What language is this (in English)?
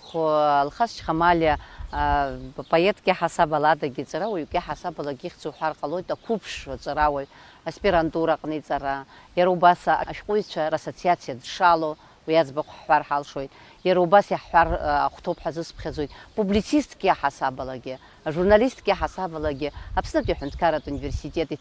Abkhazian